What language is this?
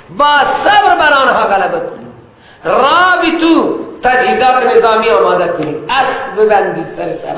Persian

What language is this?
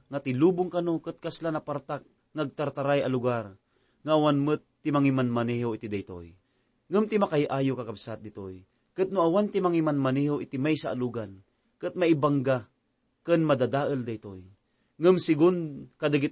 Iloko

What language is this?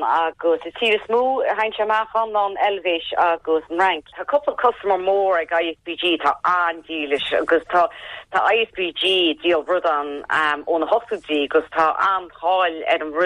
Irish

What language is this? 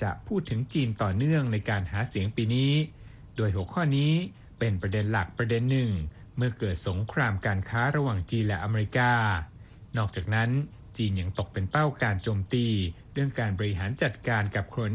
Thai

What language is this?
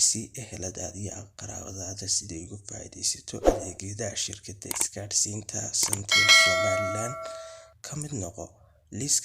Somali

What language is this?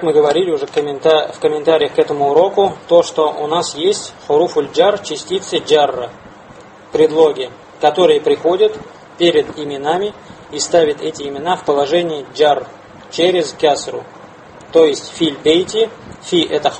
Russian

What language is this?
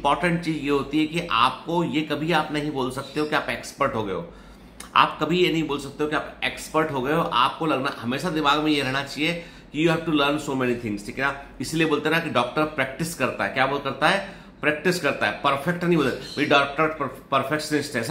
Hindi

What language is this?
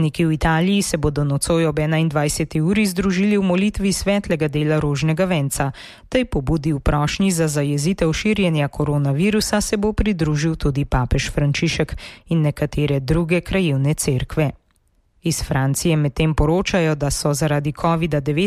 Slovenian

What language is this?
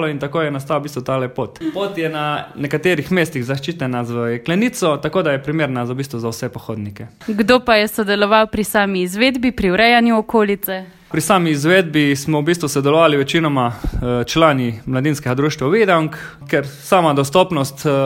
Slovenian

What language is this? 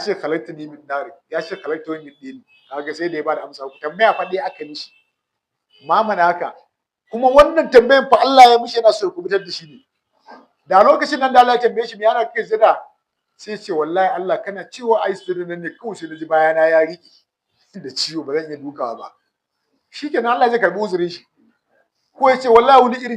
Hausa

